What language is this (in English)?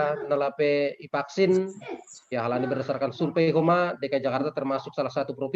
Batak Simalungun